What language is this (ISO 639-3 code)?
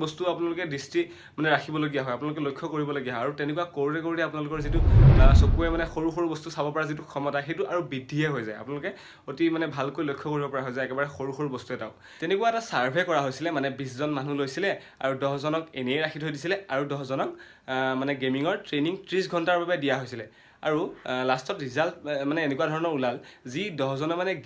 asm